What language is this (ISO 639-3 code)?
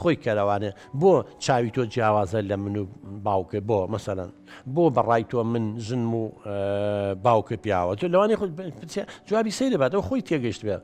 ckb